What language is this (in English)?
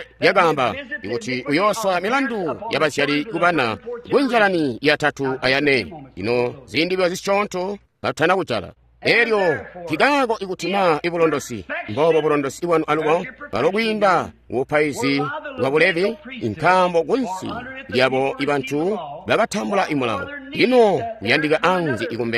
Tonga (Zambia)